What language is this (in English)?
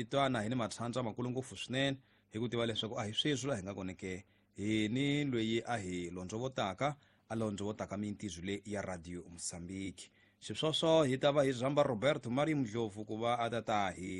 Tsonga